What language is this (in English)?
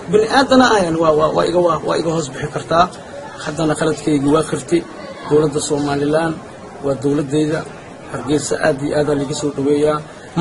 Somali